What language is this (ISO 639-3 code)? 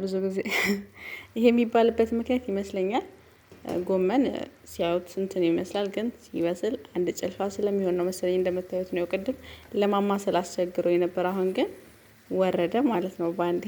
amh